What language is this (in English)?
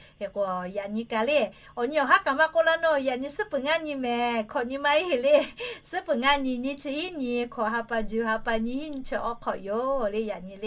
Lahu